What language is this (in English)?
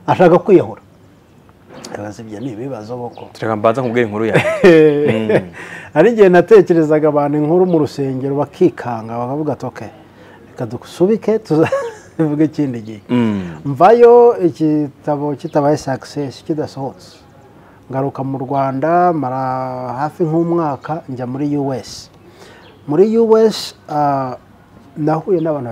Kinyarwanda